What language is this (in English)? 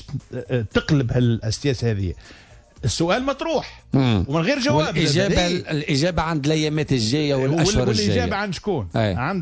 Tunisian Arabic